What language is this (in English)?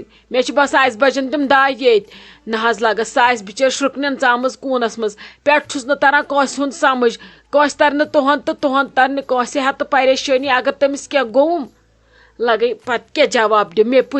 Kashmiri